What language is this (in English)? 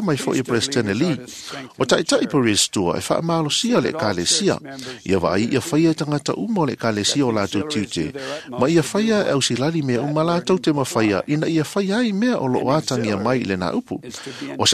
Samoan